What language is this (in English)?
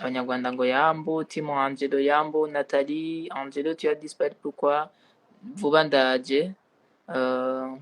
Rundi